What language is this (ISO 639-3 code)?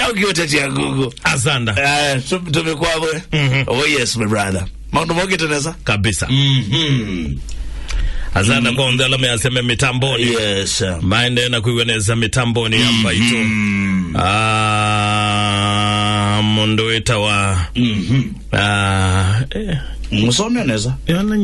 kam